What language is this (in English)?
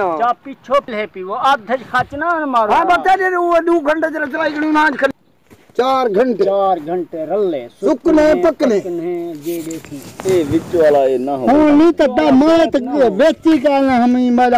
Saraiki